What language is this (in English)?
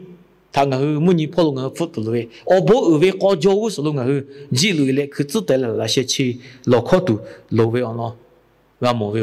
Lahu